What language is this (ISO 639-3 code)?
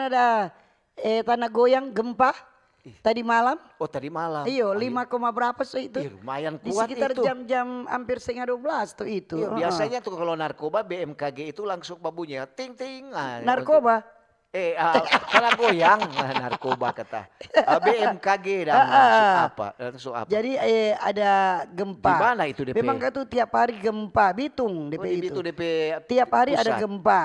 xmm